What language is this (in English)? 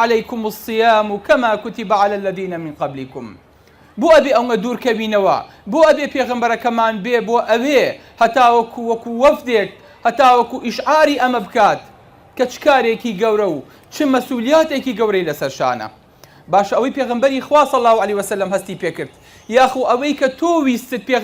Central Kurdish